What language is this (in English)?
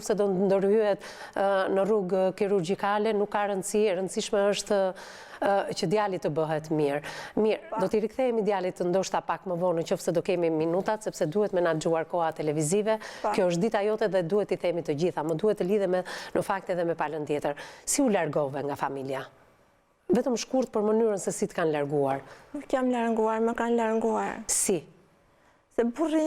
Albanian